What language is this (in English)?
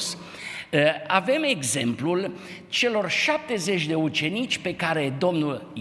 Romanian